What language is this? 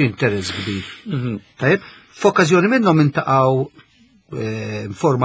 Maltese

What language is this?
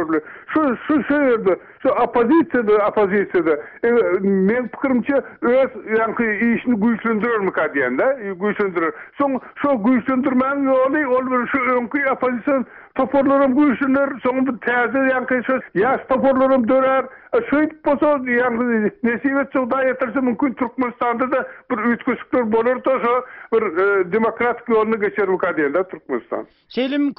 Turkmen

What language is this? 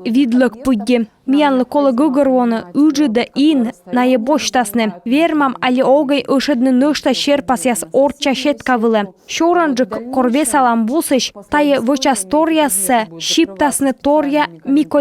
Komi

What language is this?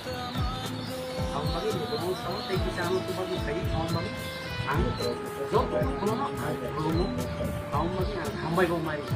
Kok Borok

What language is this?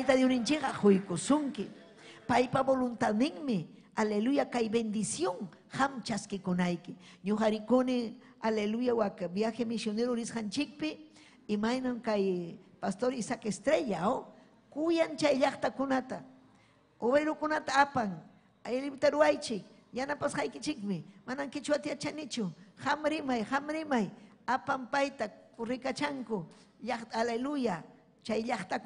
Ayacucho Quechua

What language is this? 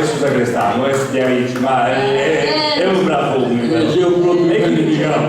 Sardinian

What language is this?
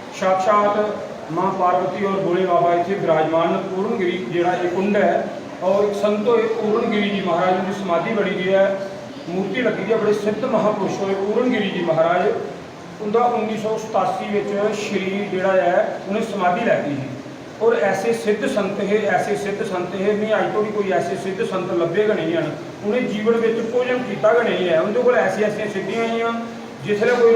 Dogri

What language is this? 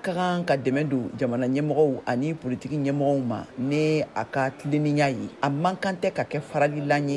Bambara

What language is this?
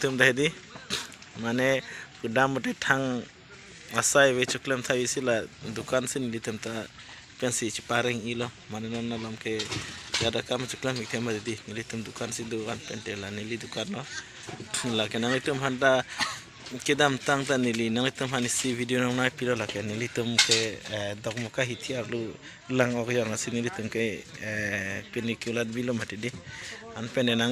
Karbi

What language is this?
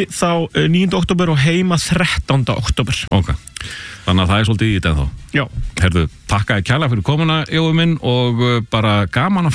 Icelandic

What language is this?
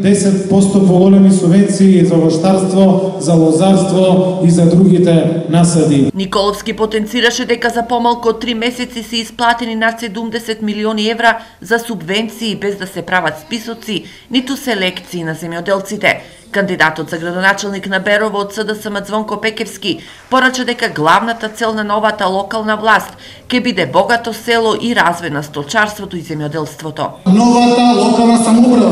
Macedonian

